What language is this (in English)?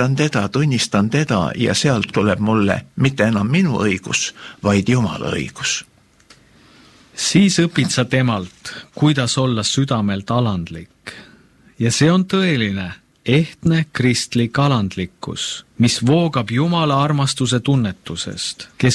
Estonian